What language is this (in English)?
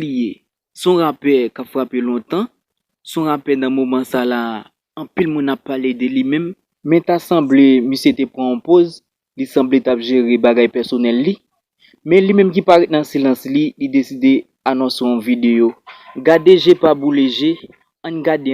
Haitian Creole